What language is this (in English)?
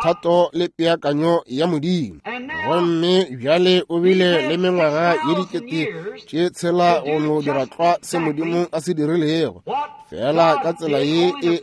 Northern Sotho